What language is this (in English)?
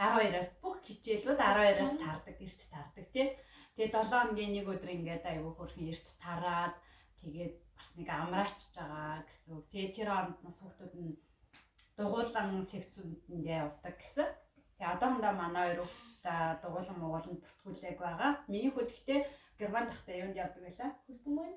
Mongolian